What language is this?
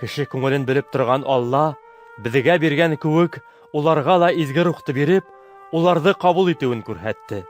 Bashkir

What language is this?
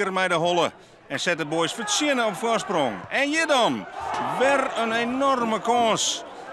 Western Frisian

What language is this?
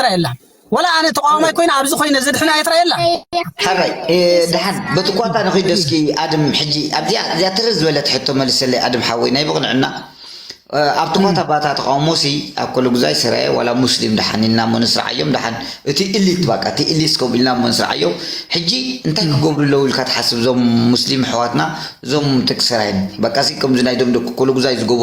Tigrinya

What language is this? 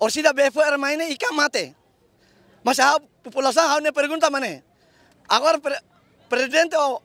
Tetum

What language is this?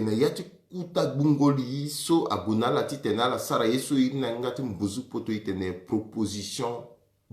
Sango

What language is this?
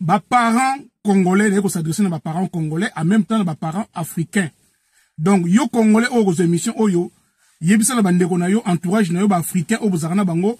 Lingala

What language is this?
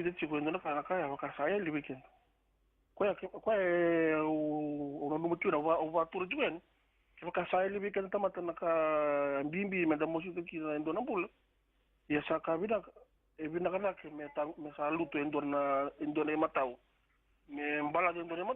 Fijian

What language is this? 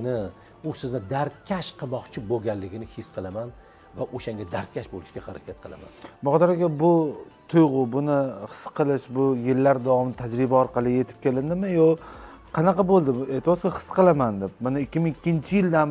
Uzbek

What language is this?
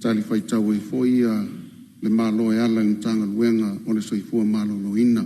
Samoan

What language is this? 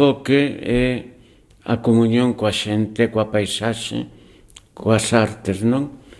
Galician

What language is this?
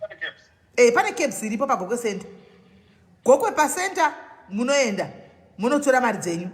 Shona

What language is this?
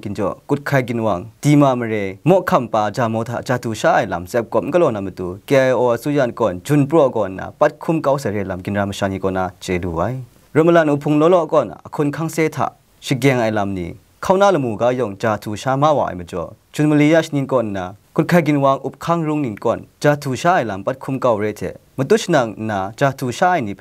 Kachin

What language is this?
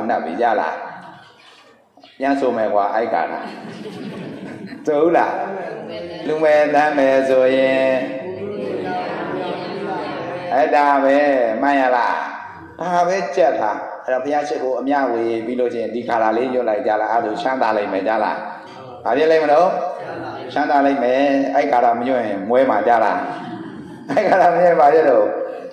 Burmese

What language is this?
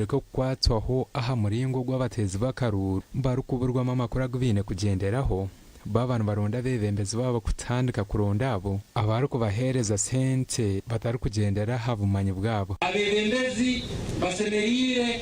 Nyankole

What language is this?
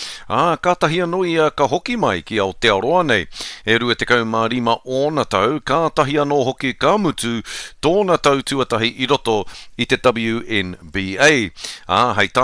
Māori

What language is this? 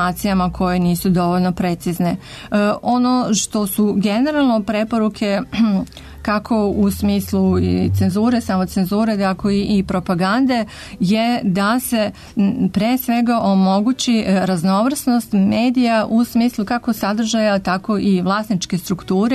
Serbian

